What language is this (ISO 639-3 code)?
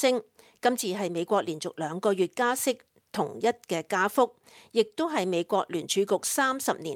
yue